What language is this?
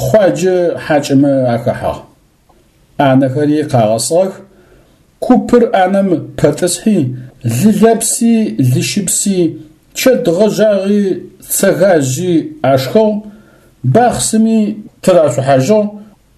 Adyghe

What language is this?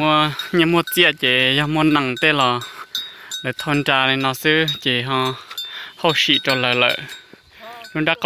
Hmong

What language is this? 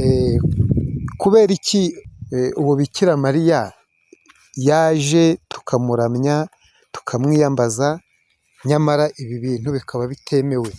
Kinyarwanda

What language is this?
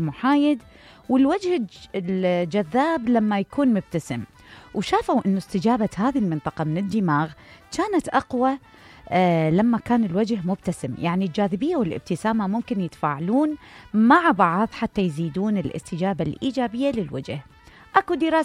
Mesopotamian Arabic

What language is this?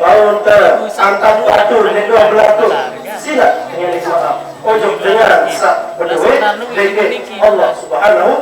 Sasak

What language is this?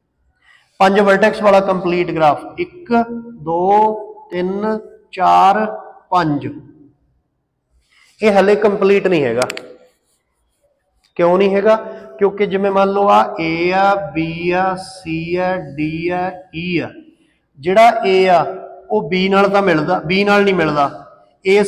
Punjabi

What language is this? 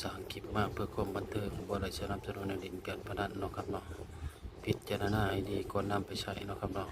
Northeastern Thai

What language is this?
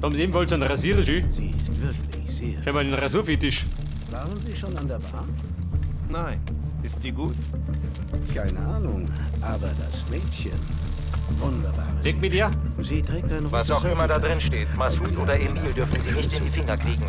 Bavarian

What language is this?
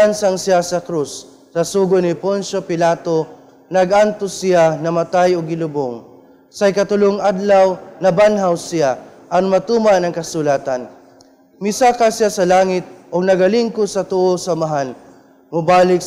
Cebuano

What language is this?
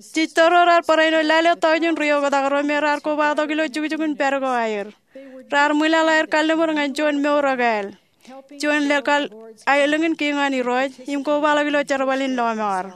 Marshallese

